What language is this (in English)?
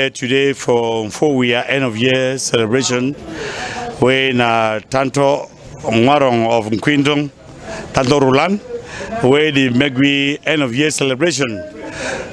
Cameroon Pidgin